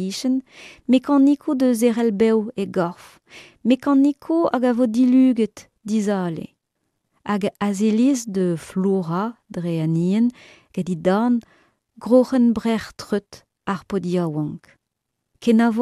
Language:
Breton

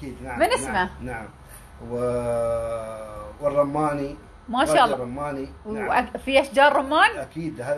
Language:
Gulf Arabic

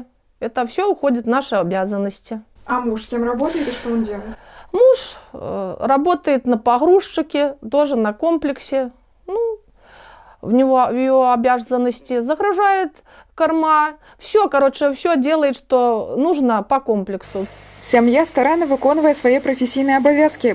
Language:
Belarusian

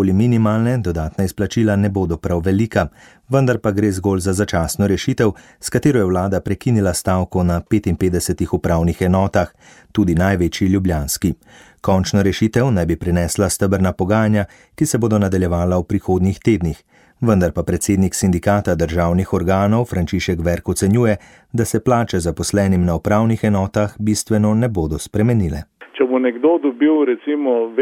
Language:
Slovenian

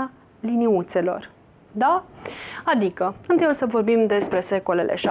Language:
Romanian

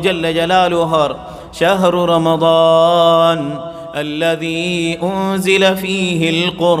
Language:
Rohingya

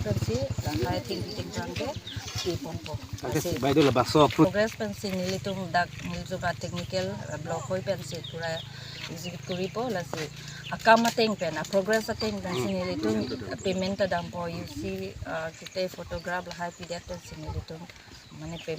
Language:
Karbi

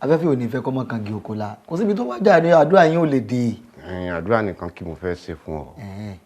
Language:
Yoruba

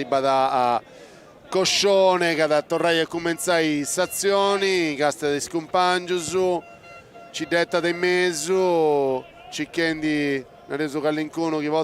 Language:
Sardinian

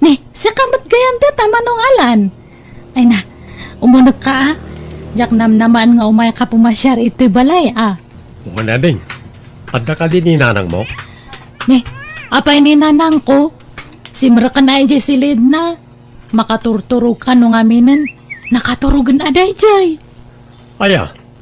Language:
Iloko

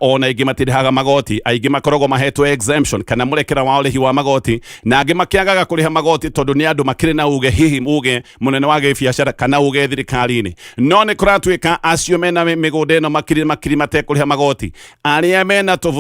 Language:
Kikuyu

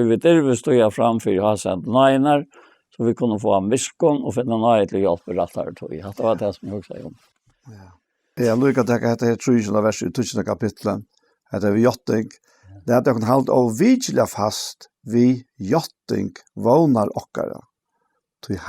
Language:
Faroese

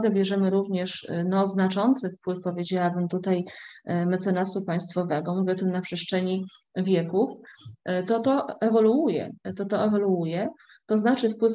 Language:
Polish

